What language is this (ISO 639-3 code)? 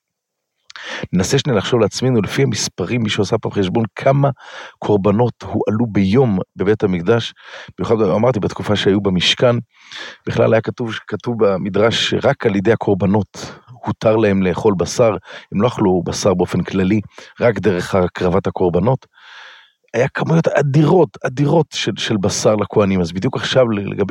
heb